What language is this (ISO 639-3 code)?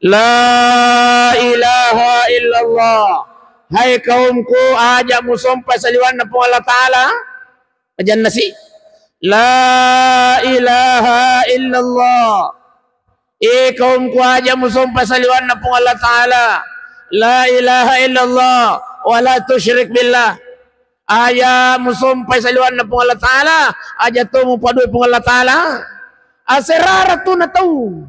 bug